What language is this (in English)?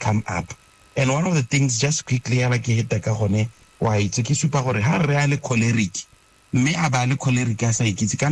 Tswana